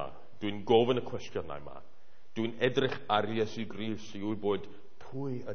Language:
Welsh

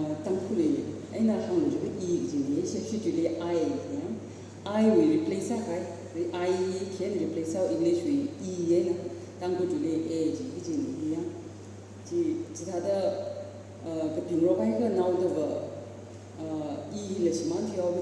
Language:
Tangkhul Naga (India)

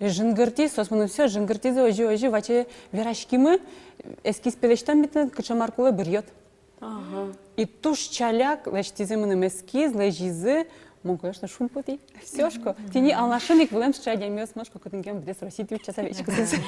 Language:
Udmurt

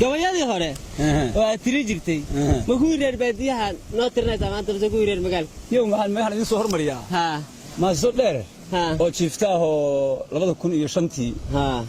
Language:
Somali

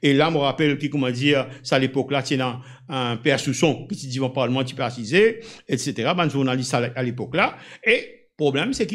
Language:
Morisyen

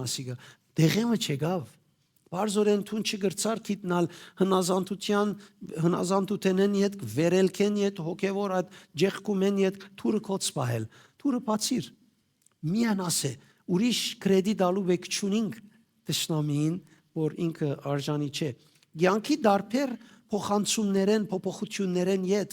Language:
Western Armenian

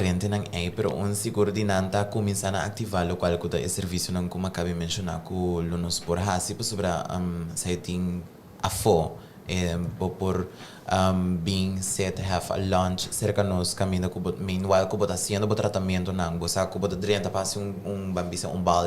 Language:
Papiamento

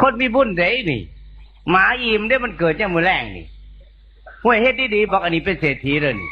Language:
Northeastern Thai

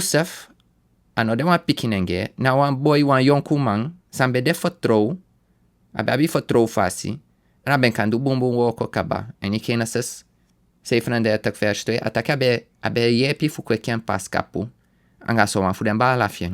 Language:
Sranan Tongo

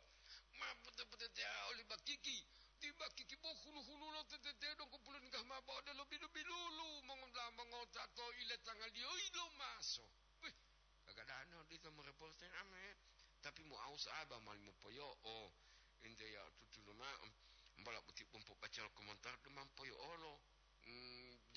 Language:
Gorontalo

